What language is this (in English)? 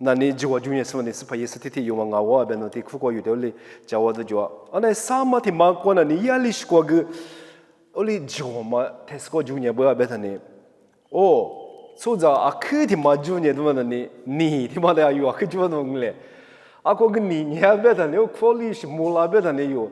Lisu